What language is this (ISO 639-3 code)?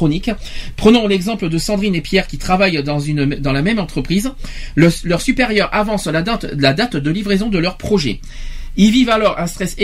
fra